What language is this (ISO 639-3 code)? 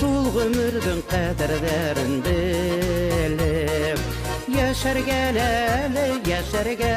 bak